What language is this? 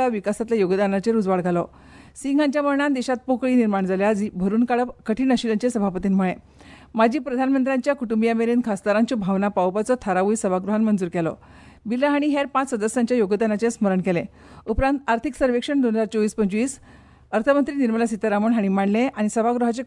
Konkani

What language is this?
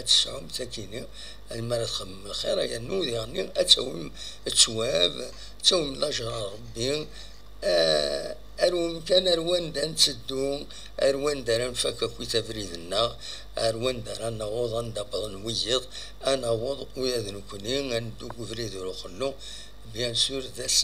Kabyle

